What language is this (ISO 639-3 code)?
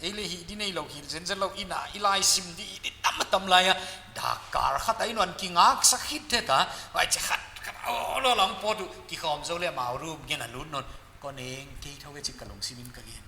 pck